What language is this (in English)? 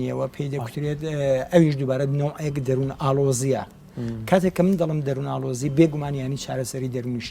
Central Kurdish